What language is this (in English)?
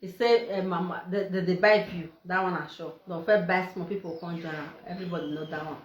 Nigerian Pidgin